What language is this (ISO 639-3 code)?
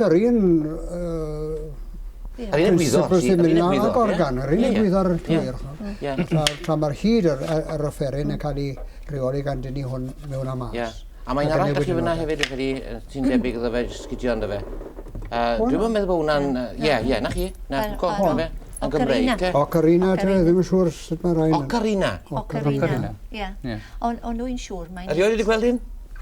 cym